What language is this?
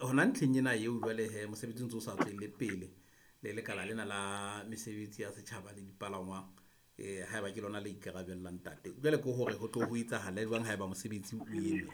Southern Sotho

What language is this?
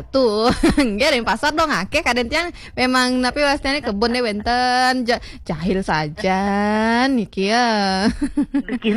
Balinese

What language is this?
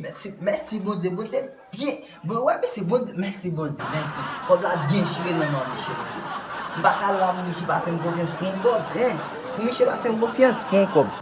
Haitian Creole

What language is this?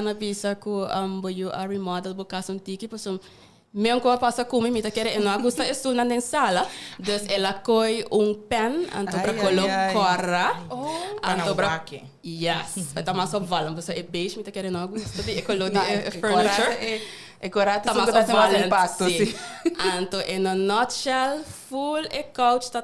Papiamento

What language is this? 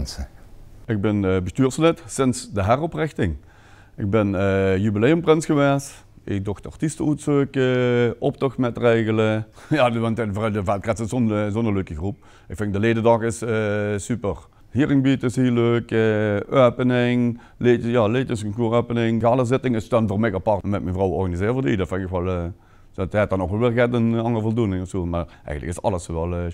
Limburgish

